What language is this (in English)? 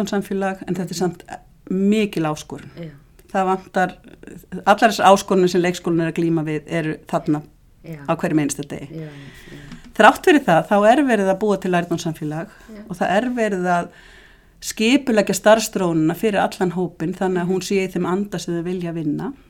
Icelandic